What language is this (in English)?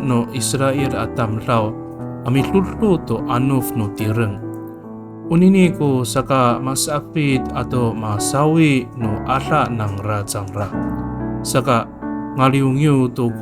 Amis